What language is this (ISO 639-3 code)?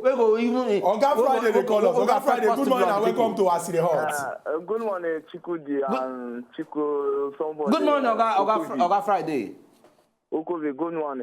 pcm